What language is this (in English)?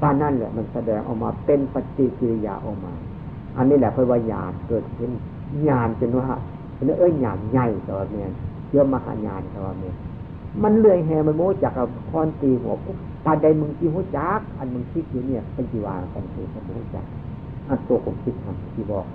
Northeastern Thai